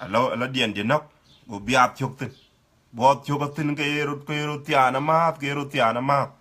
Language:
Dinka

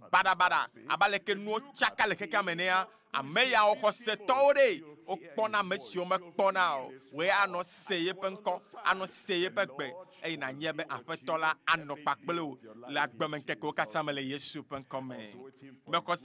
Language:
Ewe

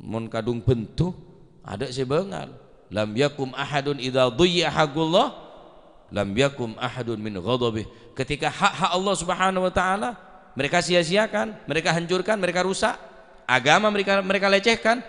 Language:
Madurese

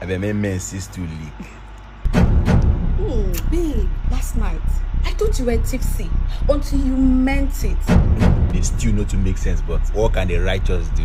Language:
Nigerian Pidgin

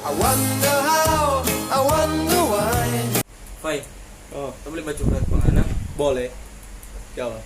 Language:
Manado Malay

